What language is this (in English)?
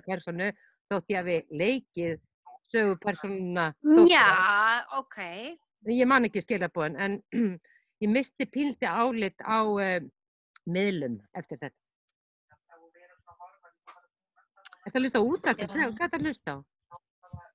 Icelandic